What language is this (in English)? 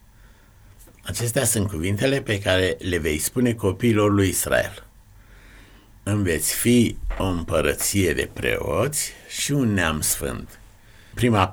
Romanian